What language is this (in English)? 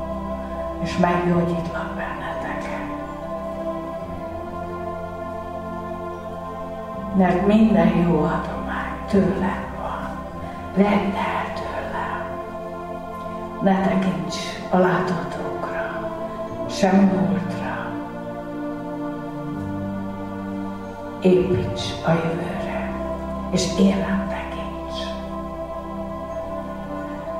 Hungarian